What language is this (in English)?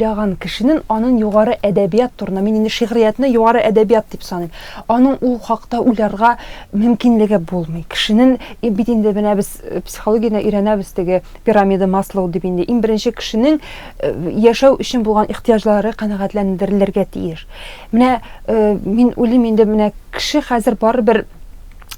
Tatar